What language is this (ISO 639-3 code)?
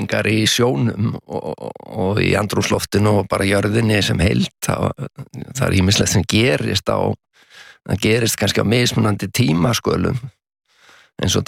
isl